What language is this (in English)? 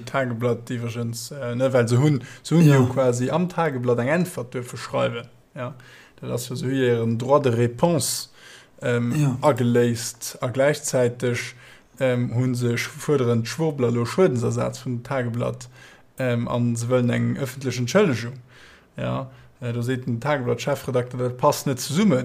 Luxembourgish